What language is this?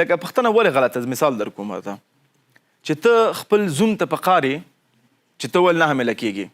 Pashto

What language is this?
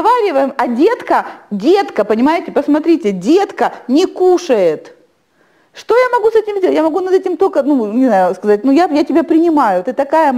Russian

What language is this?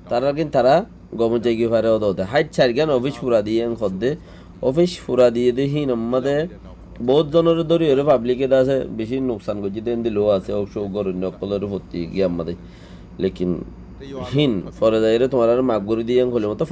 Rohingya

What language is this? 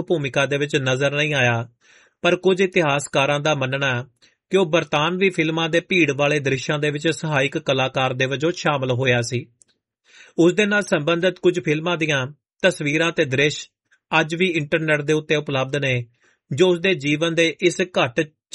Punjabi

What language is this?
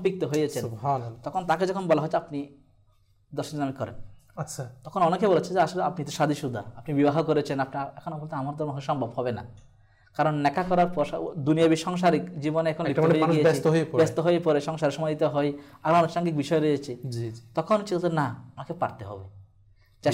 Bangla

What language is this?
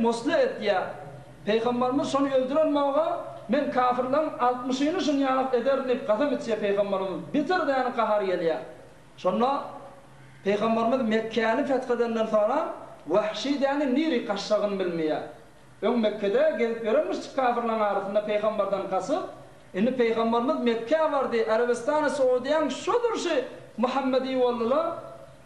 Turkmen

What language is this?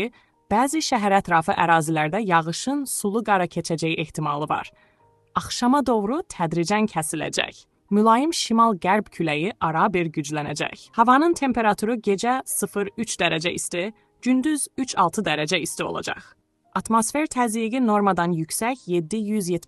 Azerbaijani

